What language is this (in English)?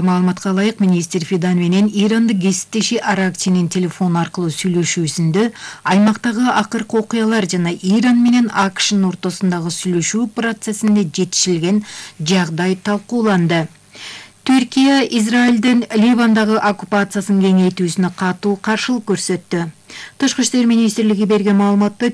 Kyrgyz